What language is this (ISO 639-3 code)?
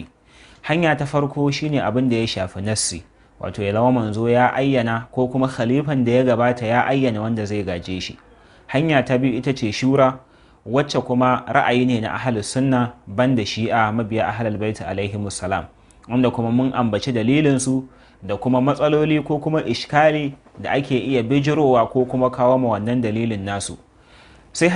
hau